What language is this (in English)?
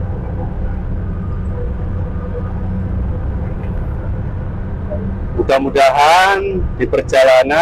Indonesian